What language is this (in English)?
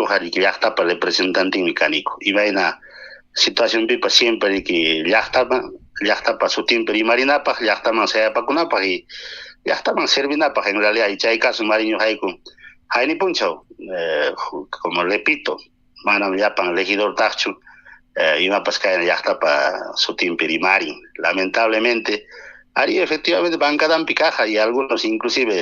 Ayacucho Quechua